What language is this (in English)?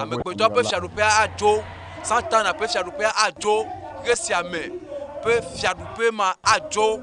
Ewe